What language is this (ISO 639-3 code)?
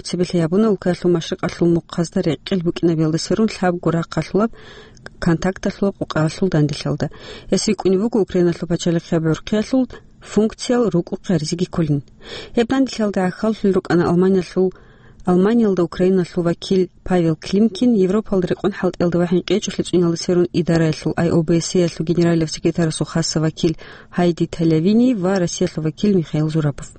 ava